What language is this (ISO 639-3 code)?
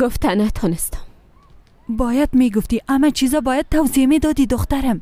fas